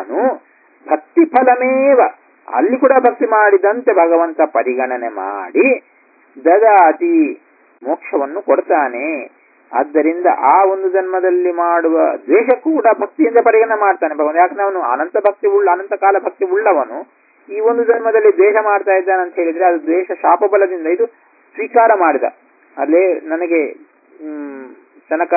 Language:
Kannada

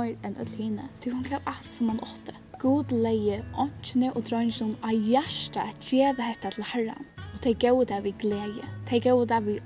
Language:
Faroese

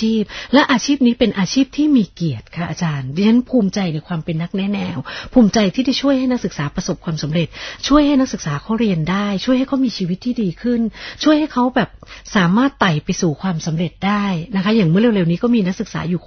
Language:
Thai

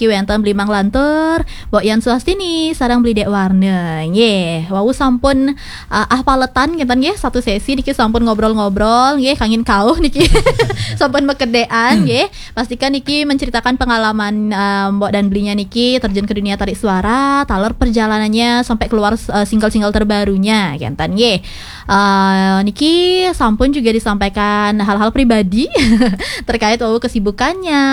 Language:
Balinese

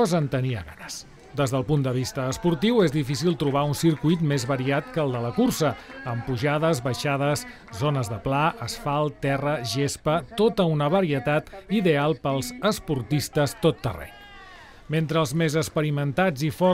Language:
Catalan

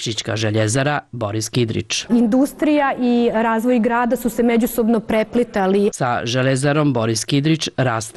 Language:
Serbian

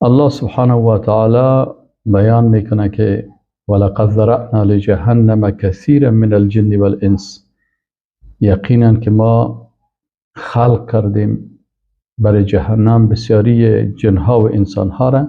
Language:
Persian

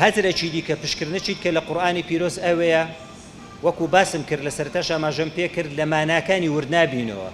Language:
Central Kurdish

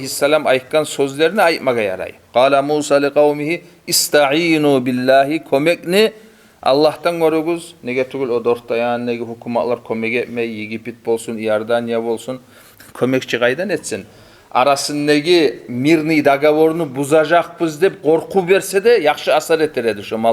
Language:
Kumyk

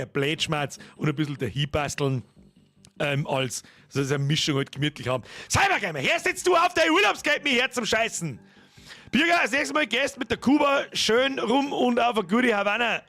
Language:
Bavarian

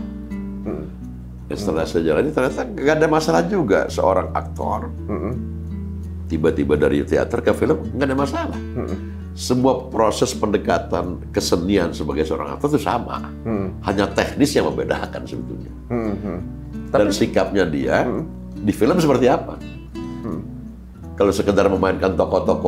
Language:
Indonesian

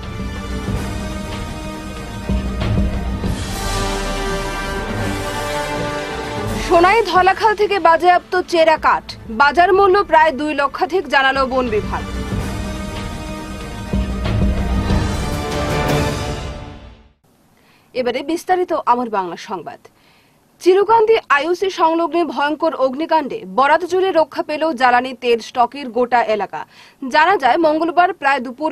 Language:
Bangla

